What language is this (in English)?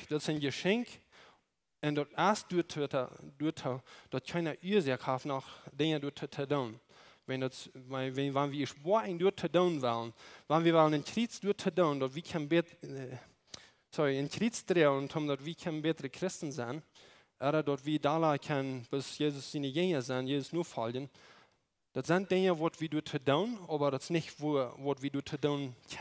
Plautdietsch